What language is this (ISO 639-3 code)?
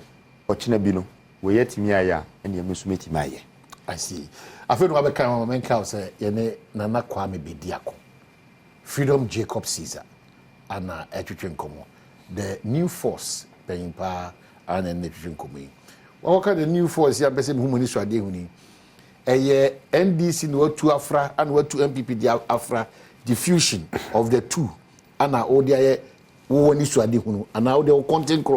aka